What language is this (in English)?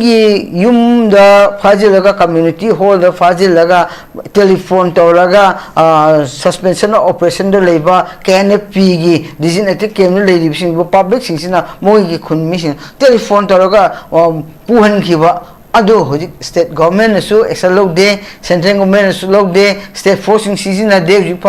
Manipuri